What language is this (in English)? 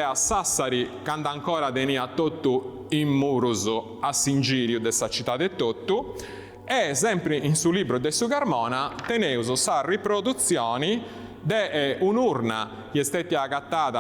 Sardinian